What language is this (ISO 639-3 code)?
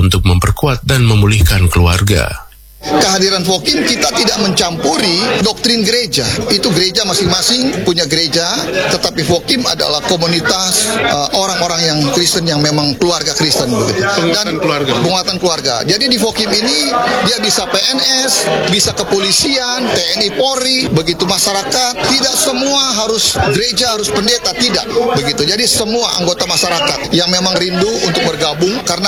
ind